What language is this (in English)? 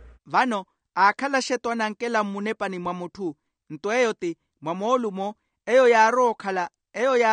Makhuwa